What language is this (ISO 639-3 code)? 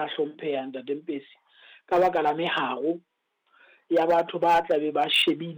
sot